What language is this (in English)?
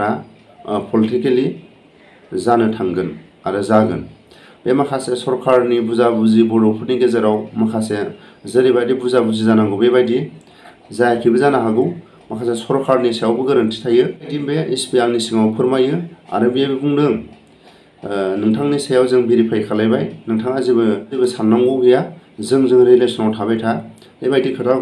Bodo